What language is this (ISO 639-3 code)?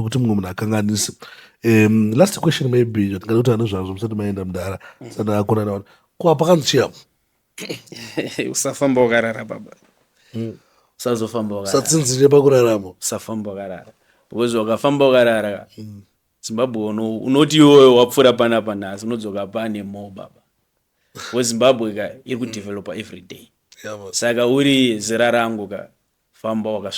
sna